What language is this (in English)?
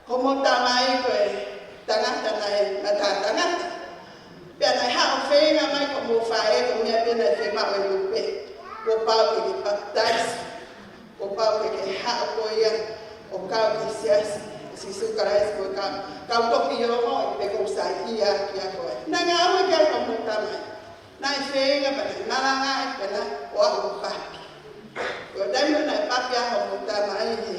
Tongan